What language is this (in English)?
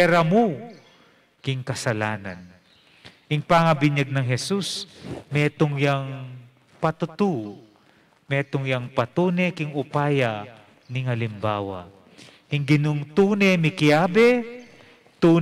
Pampanga